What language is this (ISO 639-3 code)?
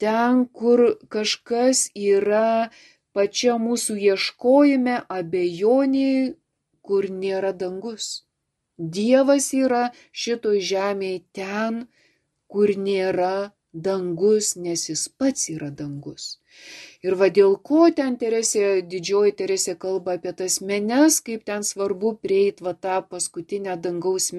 lit